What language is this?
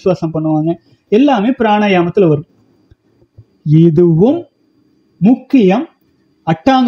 Tamil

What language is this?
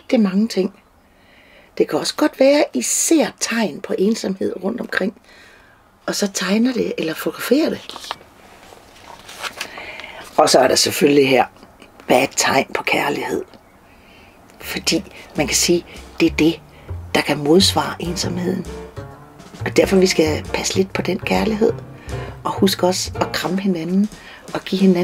Danish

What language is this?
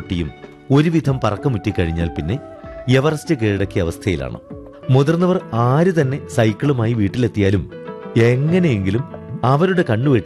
Malayalam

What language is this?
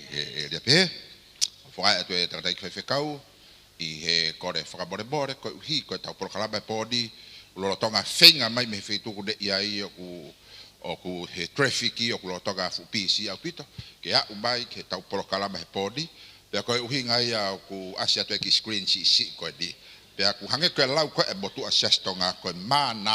Tongan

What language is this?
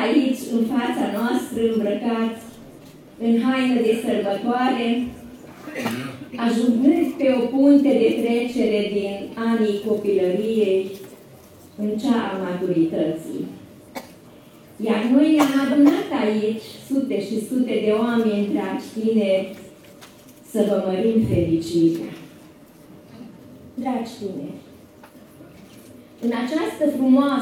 Romanian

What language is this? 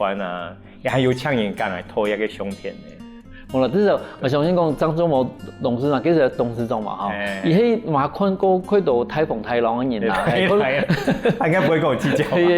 Hakka Chinese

